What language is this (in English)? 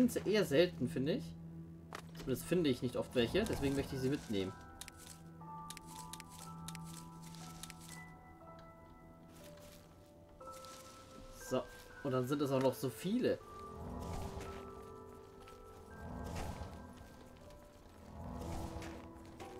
German